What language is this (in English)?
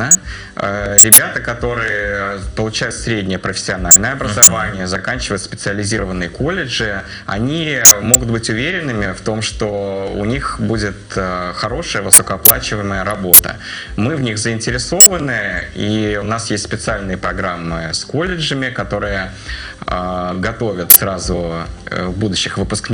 Russian